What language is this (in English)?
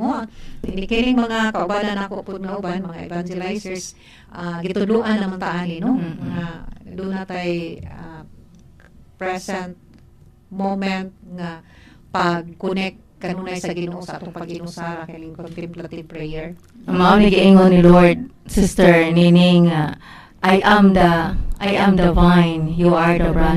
Cebuano